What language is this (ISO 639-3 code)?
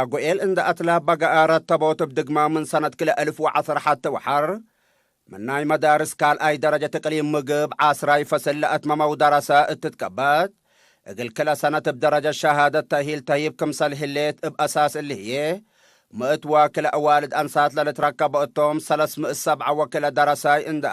tig